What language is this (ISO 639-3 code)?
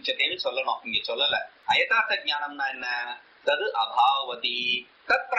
tam